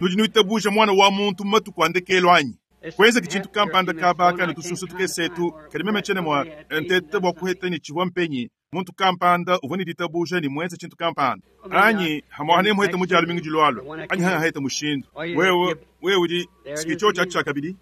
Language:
Luba-Lulua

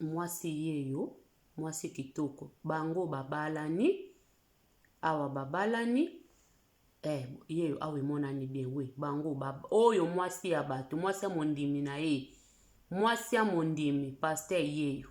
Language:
Lingala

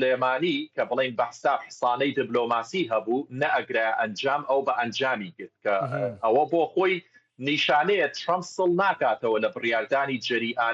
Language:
Central Kurdish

